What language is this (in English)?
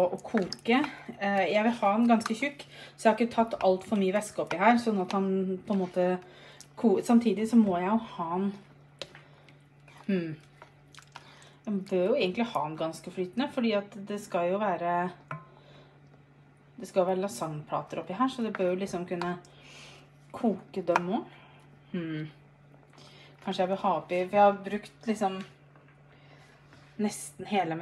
Norwegian